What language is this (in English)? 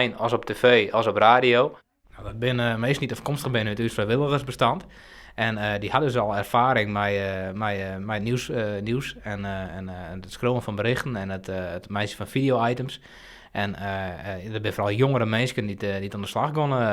Western Frisian